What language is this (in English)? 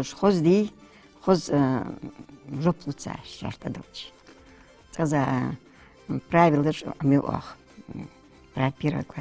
Ingush